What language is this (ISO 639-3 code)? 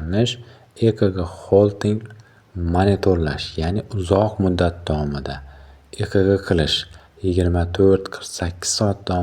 uzb